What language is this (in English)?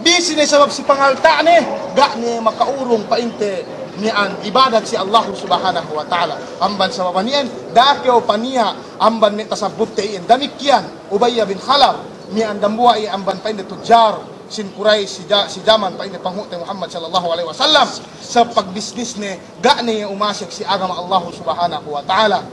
Yakan